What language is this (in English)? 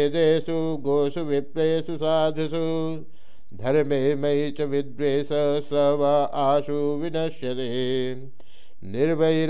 Sanskrit